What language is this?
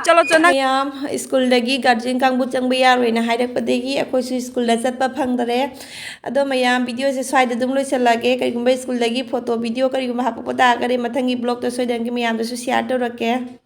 Manipuri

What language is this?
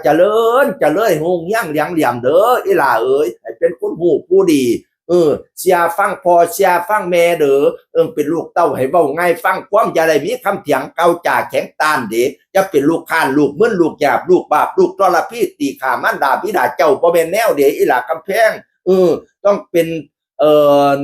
Northeastern Thai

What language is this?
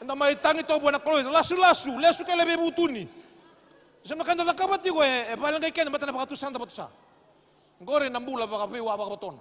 Fijian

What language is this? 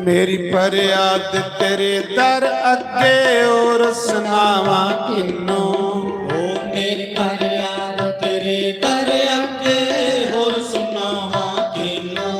Dogri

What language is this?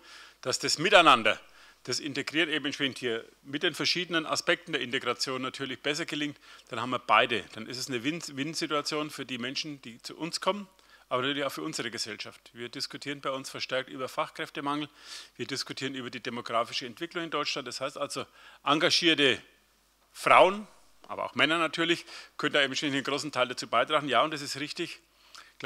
German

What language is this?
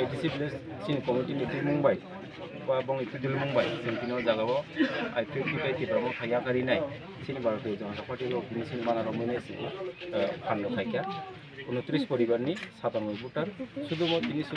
Kok Borok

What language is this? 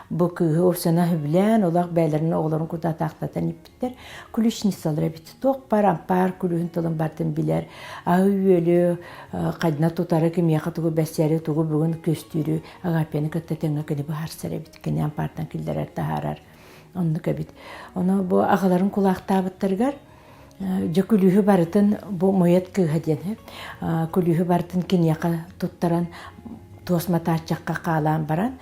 Yakut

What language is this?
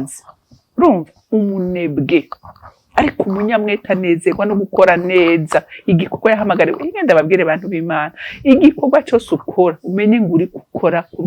Rundi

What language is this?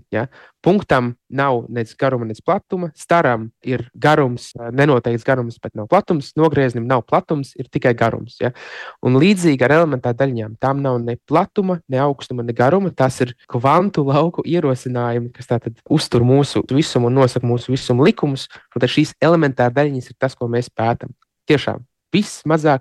Latvian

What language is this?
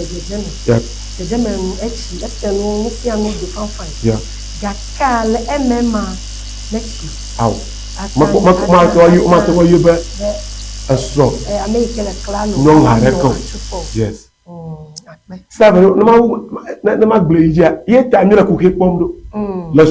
Ewe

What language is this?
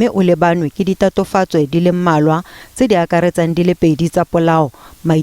Tswana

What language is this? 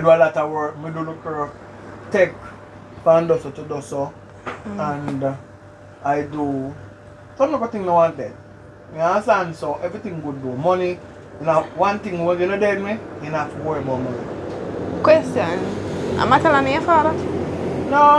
Jamaican Creole English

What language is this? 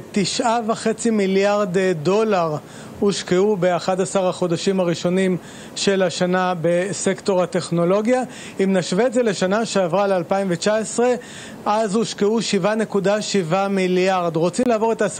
Hebrew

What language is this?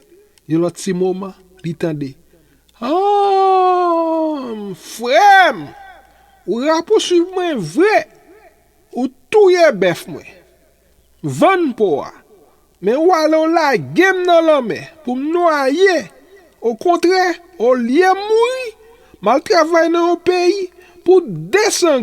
Haitian Creole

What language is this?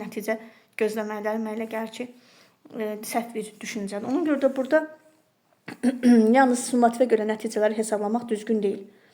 Azerbaijani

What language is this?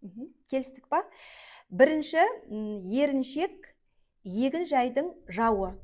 Kazakh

